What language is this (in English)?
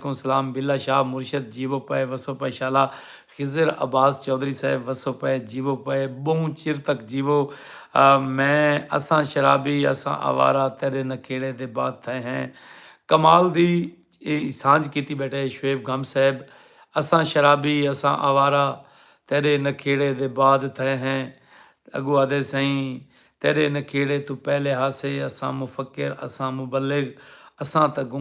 Saraiki